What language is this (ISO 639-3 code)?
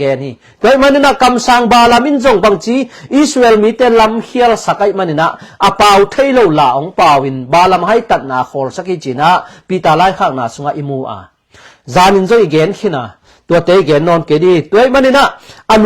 ctd